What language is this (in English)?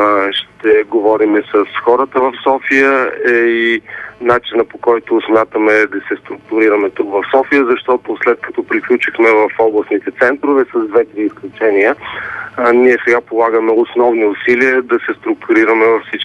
Bulgarian